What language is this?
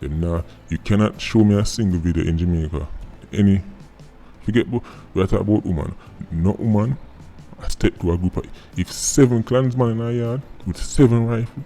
Jamaican Creole English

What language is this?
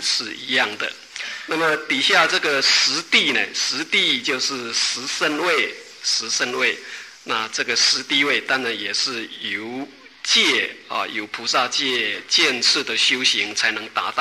Chinese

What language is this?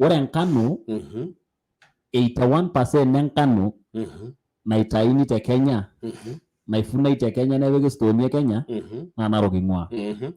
Masai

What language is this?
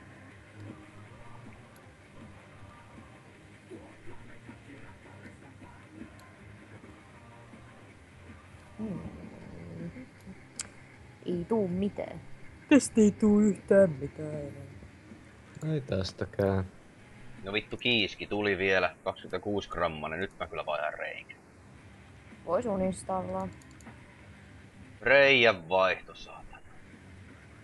Finnish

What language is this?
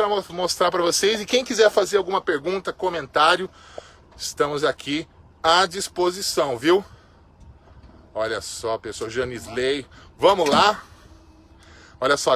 Portuguese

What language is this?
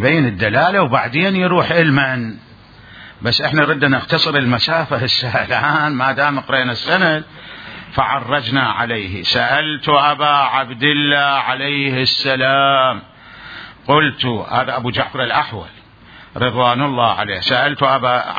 Mesopotamian Arabic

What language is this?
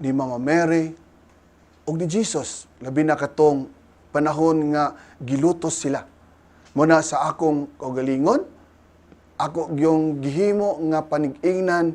Cebuano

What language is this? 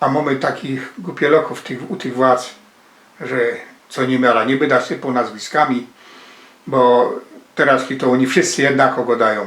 Silesian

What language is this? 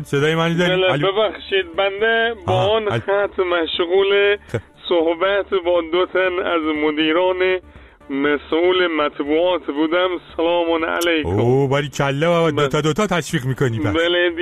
Persian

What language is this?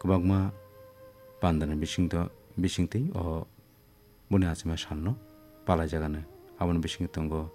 Kok Borok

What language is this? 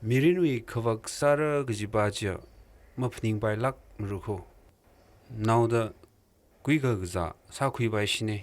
Tangkhul Naga (India)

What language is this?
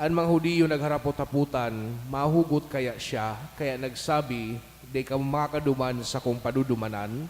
Bikol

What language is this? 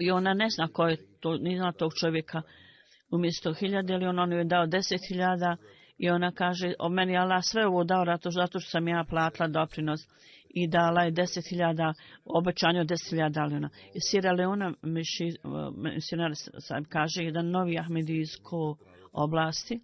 Bosnian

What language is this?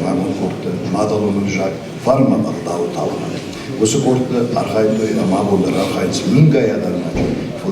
Ossetic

